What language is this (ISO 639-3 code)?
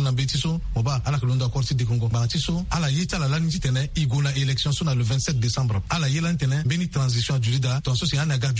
sag